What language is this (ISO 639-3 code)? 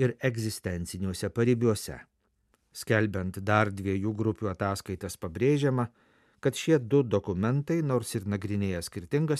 lit